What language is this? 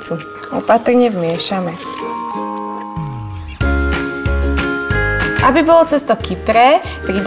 Slovak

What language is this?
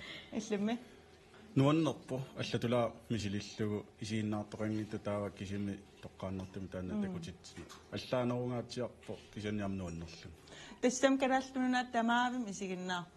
Kalaallisut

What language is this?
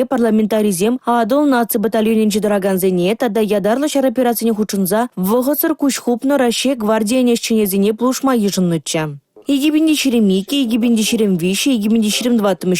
Chuvash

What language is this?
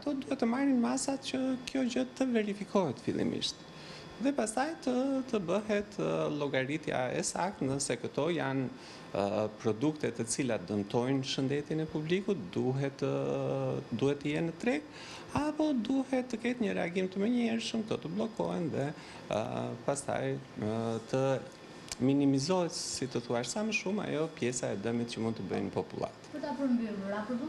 Albanian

